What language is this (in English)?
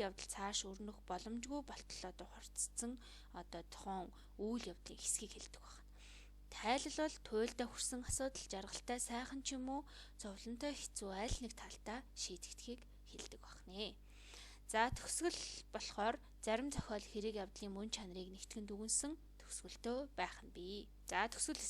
Mongolian